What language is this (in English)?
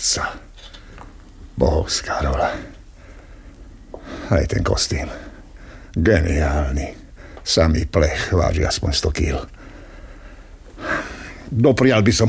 Slovak